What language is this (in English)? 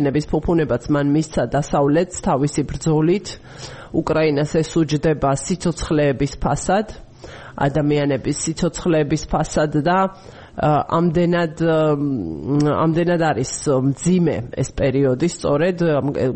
Georgian